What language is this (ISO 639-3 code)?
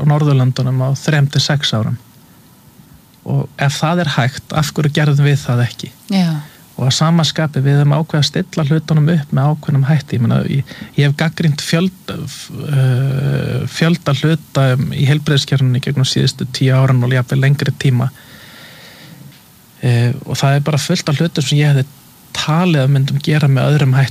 isl